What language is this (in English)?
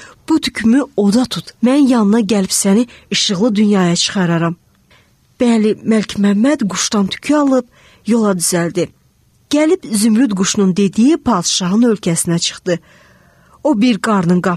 Azerbaijani